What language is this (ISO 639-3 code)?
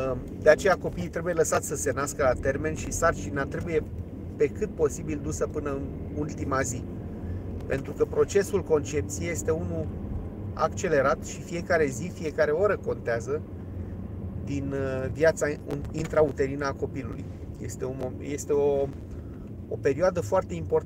ron